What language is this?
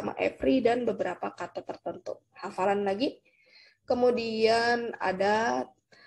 Indonesian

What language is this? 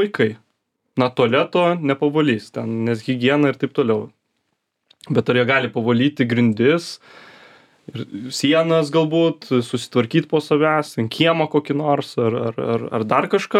Lithuanian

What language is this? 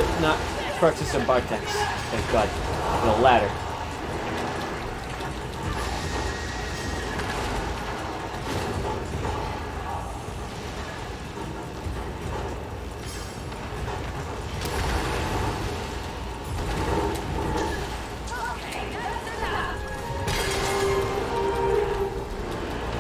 English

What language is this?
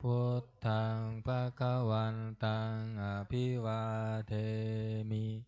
Pali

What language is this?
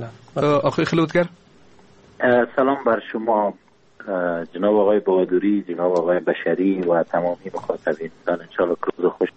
Persian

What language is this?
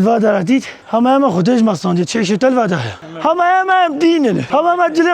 Kurdish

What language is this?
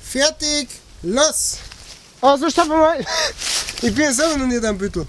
Bavarian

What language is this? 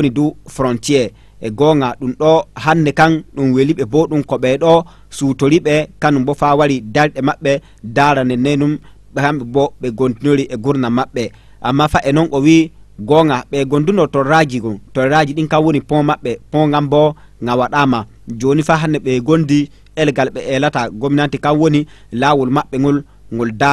Fula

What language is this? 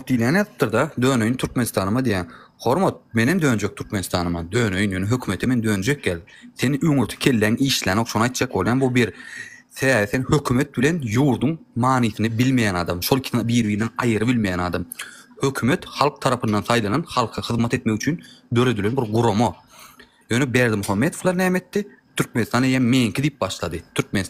Turkmen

